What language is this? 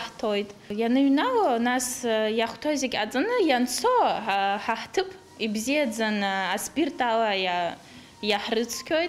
Abkhazian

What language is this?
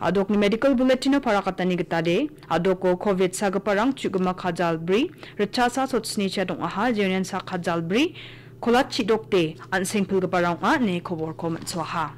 Garo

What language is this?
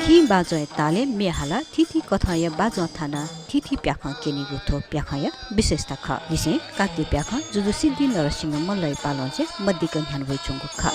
Newari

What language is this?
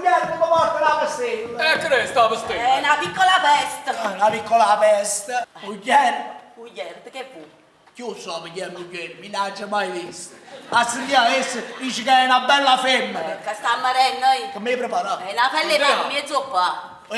Neapolitan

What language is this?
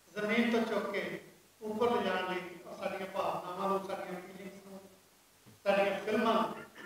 Punjabi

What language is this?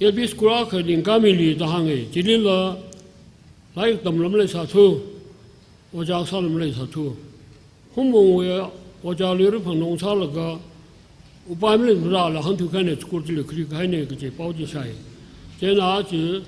Tangkhul Naga (India)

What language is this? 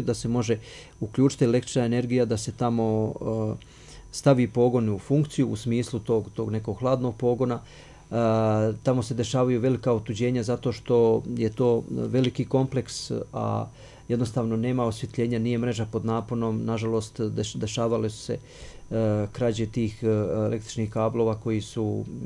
Croatian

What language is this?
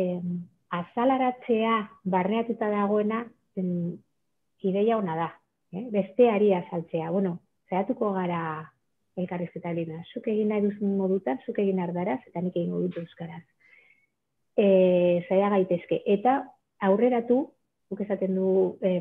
Basque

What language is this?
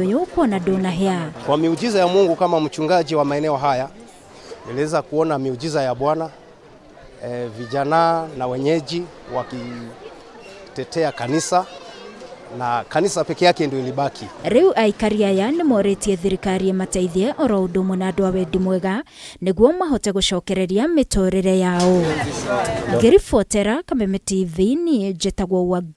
Kikuyu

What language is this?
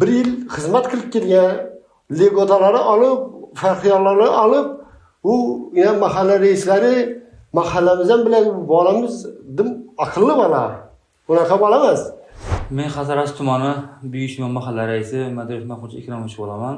Uzbek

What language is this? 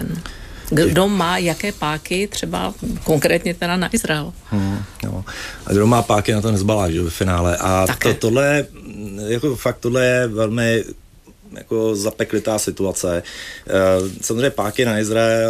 Czech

